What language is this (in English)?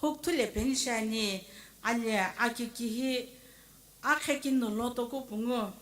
Sumi Naga